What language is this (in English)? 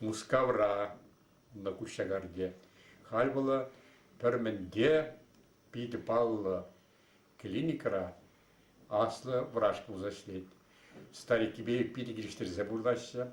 Chuvash